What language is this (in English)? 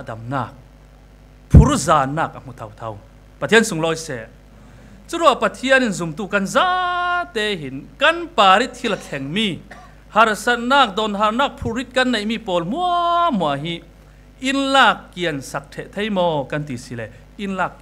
Falam Chin